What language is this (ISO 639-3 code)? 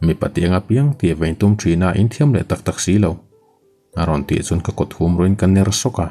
lus